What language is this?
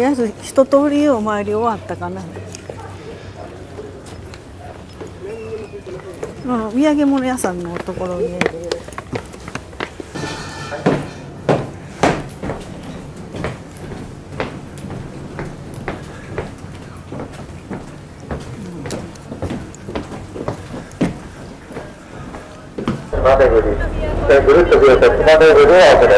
Japanese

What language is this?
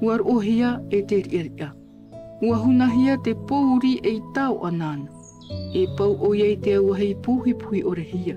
Tahitian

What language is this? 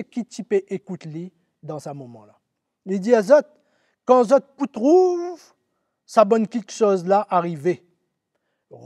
Morisyen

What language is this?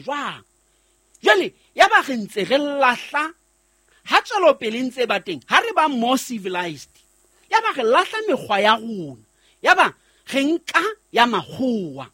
Southern Sotho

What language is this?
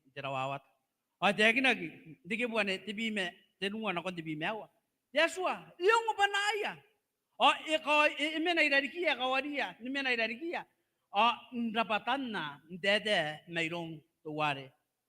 Gilbertese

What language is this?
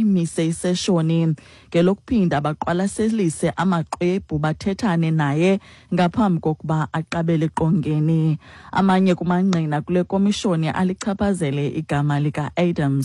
Xhosa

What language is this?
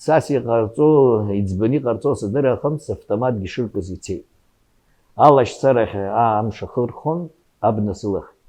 Abkhazian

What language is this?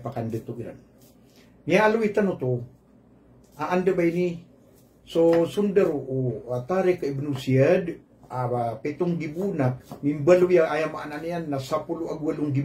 Maranao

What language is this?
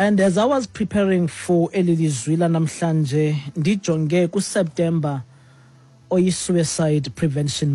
Xhosa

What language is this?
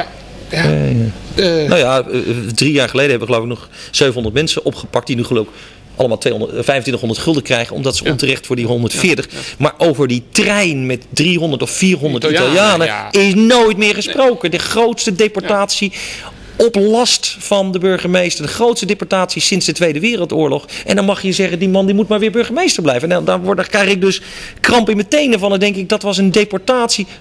Dutch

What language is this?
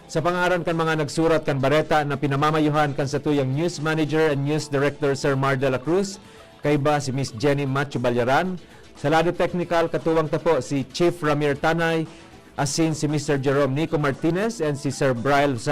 Bikol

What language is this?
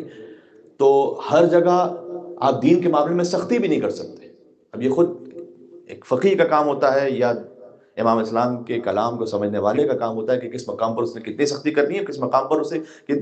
Urdu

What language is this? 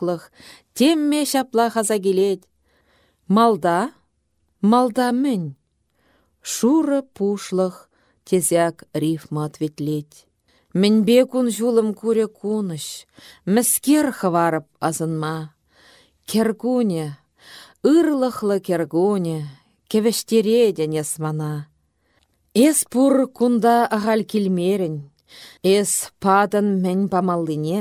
Chuvash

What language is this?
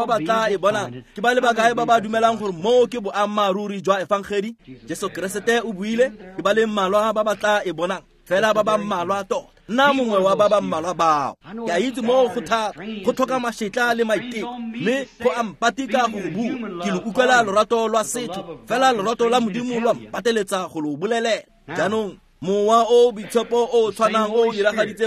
Tswana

